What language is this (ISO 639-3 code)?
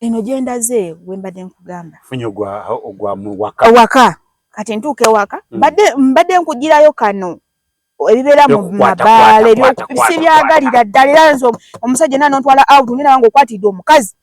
lug